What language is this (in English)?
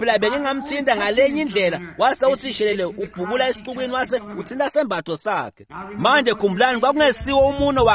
Swati